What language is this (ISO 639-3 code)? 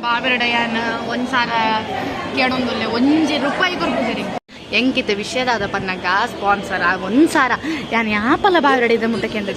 tcy